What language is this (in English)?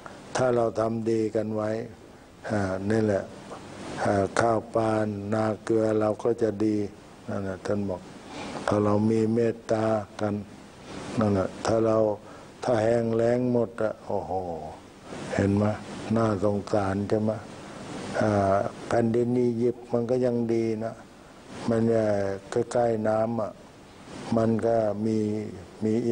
Thai